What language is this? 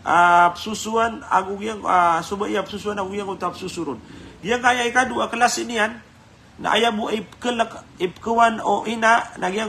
Maranao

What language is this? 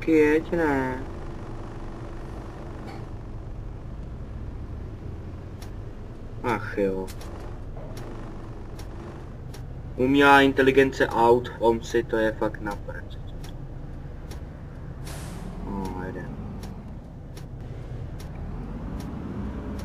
Czech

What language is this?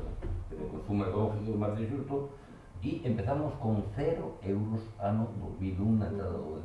Galician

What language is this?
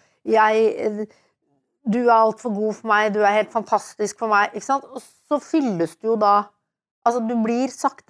Norwegian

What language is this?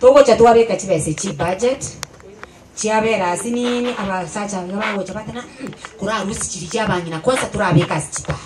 Gusii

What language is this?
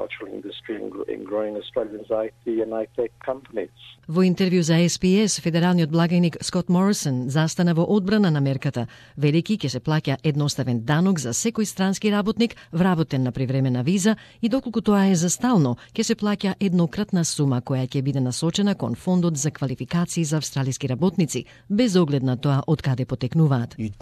Macedonian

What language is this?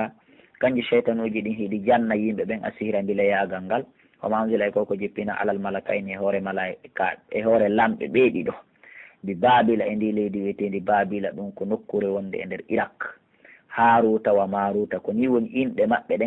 Pular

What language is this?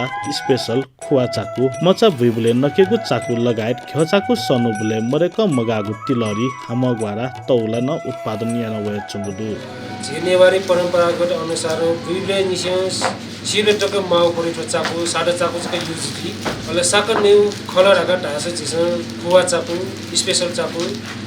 Newari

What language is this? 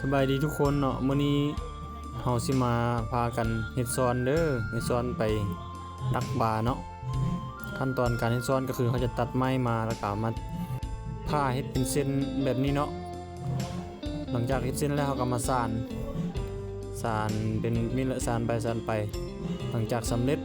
Lao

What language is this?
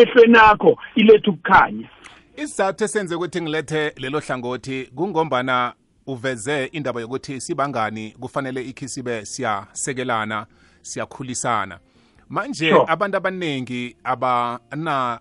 South Ndebele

